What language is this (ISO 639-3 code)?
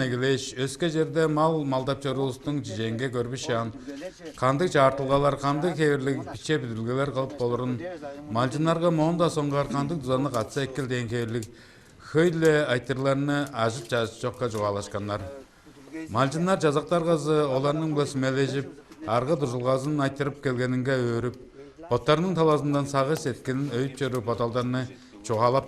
tyv